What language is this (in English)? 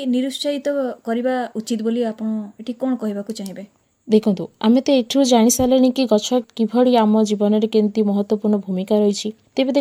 Odia